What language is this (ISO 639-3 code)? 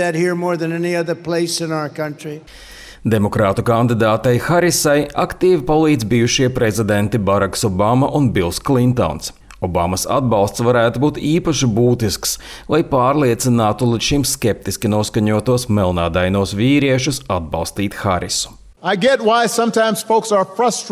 lav